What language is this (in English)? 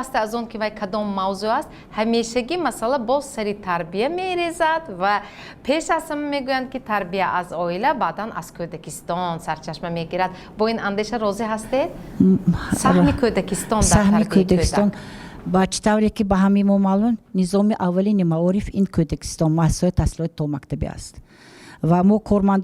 Tajik